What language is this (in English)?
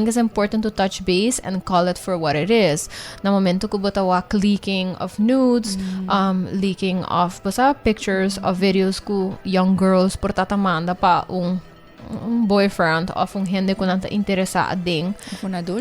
Papiamento